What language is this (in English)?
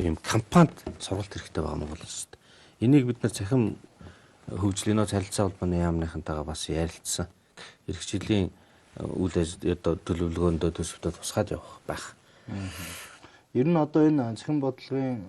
Mongolian